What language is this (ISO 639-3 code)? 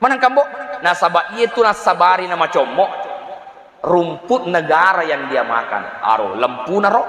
bug